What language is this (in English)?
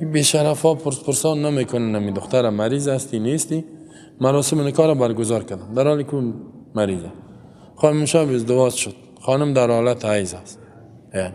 Persian